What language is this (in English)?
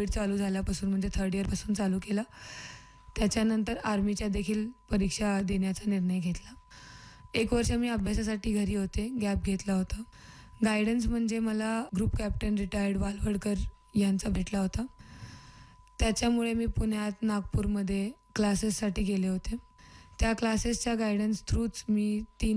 Marathi